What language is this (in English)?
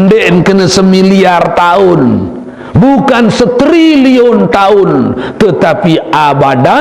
Sasak